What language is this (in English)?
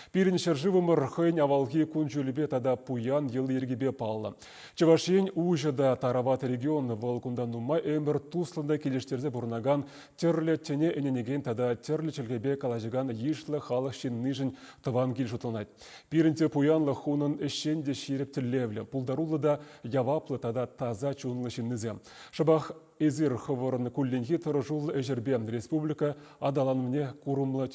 Chuvash